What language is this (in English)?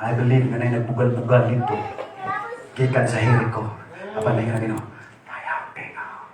Cebuano